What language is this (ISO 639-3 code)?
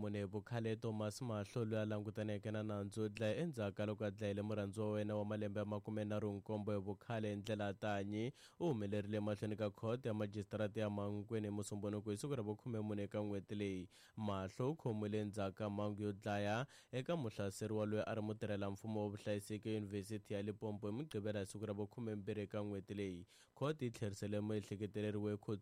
tso